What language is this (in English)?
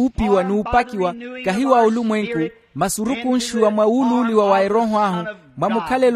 Makhuwa